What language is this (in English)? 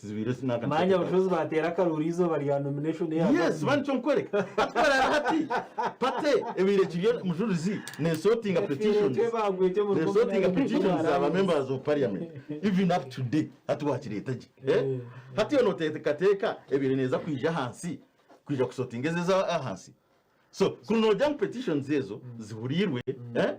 Nyankole